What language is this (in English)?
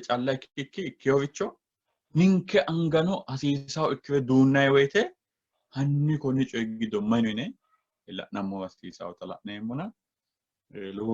Sidamo